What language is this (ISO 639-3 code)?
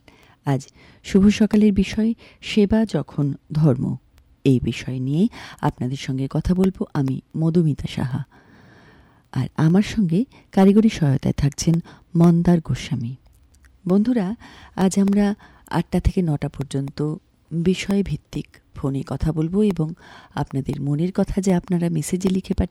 ben